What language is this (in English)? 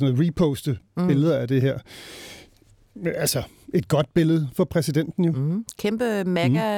Danish